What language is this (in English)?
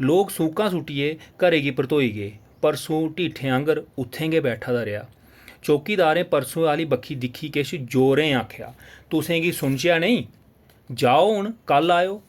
Dogri